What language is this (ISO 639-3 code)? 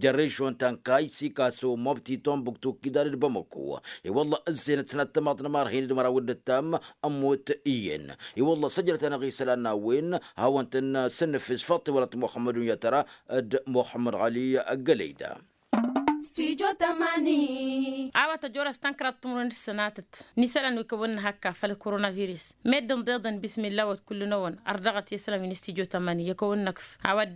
taq